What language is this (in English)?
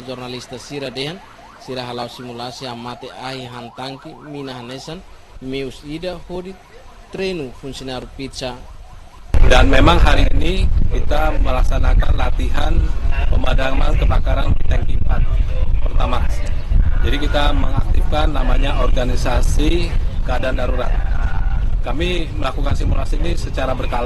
Tetum